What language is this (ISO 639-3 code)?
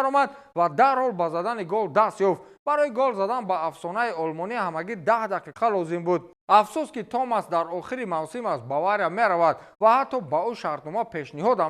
tgk